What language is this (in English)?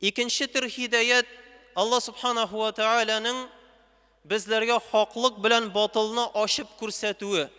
Tatar